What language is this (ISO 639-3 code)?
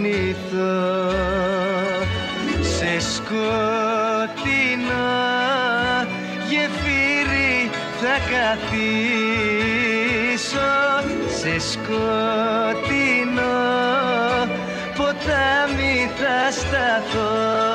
ell